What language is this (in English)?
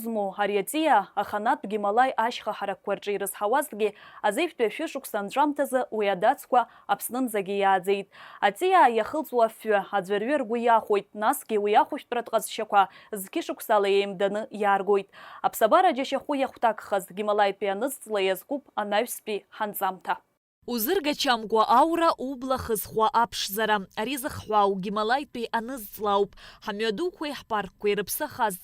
Abkhazian